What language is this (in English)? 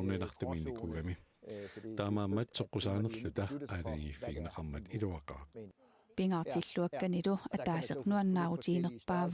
Kalaallisut